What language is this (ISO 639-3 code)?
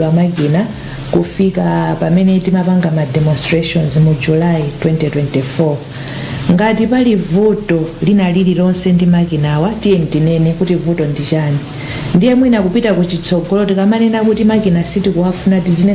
nya